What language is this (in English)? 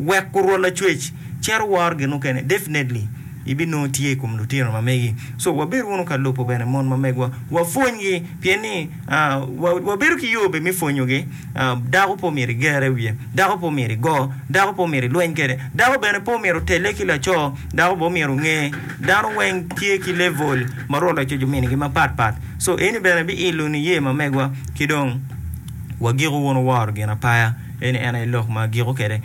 Acoli